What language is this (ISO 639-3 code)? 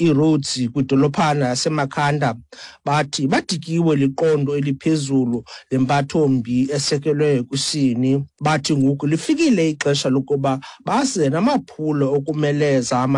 xho